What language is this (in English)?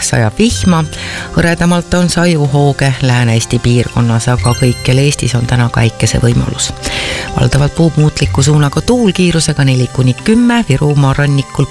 Estonian